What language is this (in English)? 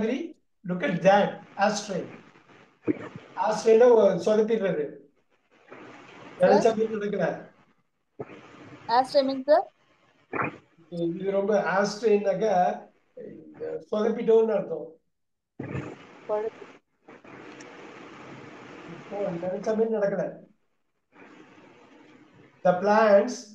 Tamil